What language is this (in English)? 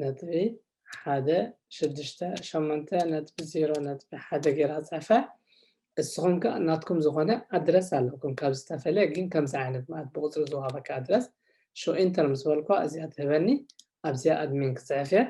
Tigrinya